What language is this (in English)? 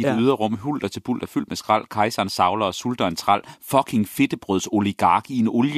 Danish